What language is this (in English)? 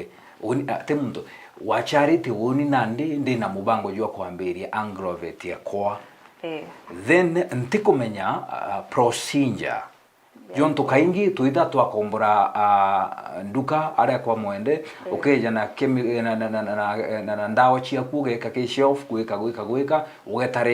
Meru